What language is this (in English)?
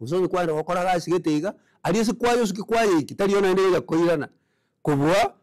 Gusii